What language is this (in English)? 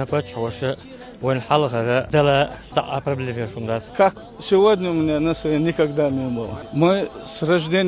Chechen